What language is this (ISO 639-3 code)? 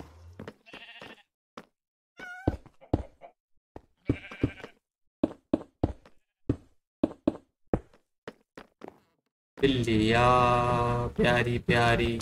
hin